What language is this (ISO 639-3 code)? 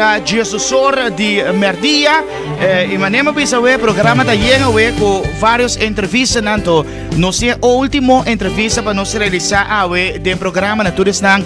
pap